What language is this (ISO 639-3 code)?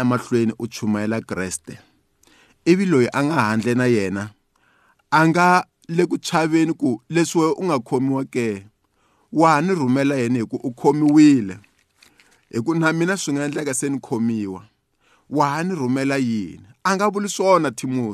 tso